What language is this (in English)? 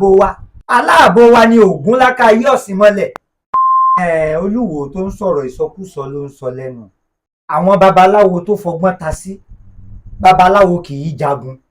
Yoruba